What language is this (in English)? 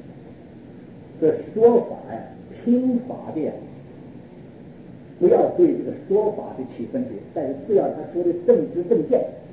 Chinese